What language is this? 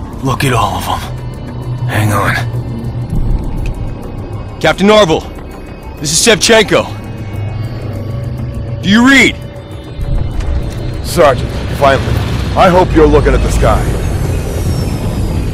English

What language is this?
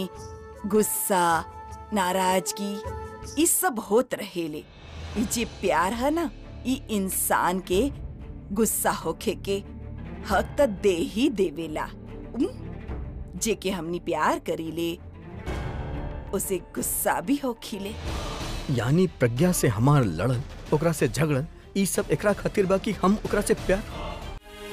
Bhojpuri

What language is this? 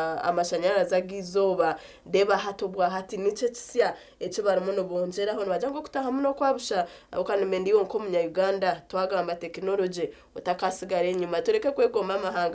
Nyankole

